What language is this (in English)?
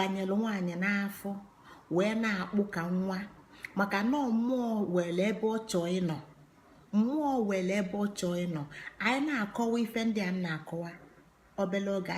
Igbo